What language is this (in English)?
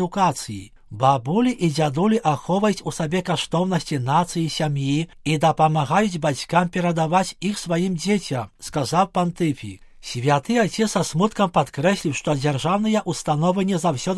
Belarusian